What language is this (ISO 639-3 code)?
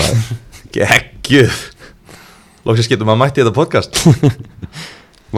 isl